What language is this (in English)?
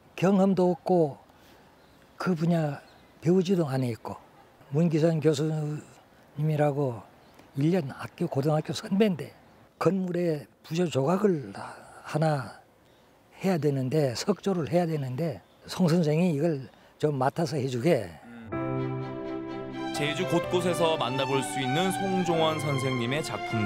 Korean